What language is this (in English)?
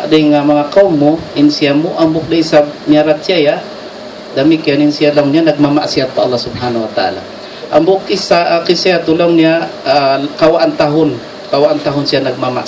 Tausug